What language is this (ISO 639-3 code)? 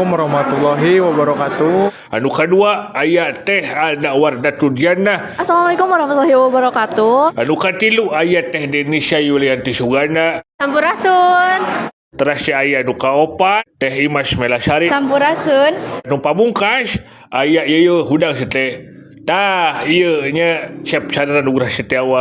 sun